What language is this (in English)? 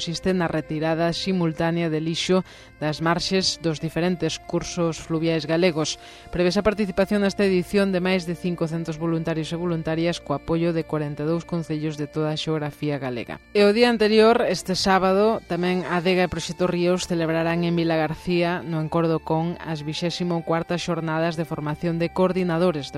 Galician